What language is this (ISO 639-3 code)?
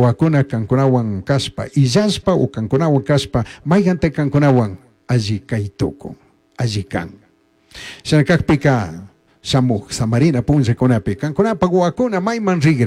qug